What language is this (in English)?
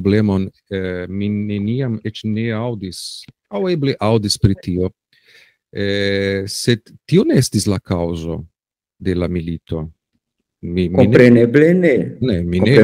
Esperanto